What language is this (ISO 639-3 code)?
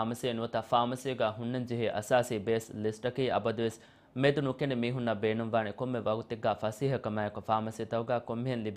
div